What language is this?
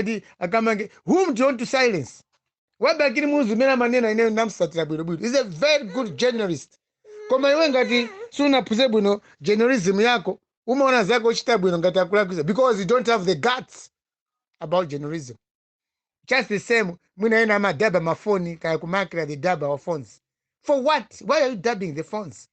Nyanja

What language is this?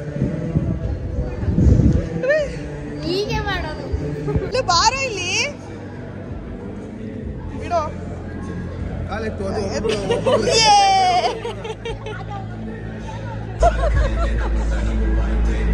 Kannada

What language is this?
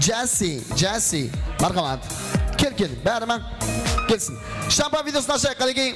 Kara-Kalpak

